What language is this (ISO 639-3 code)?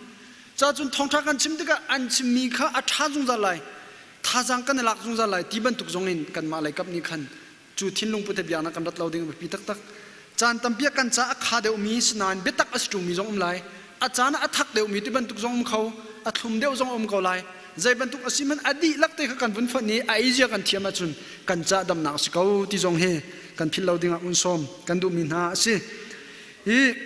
cnh